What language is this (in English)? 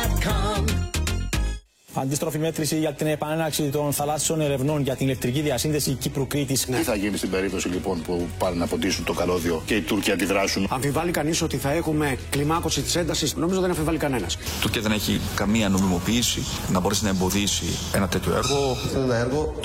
Greek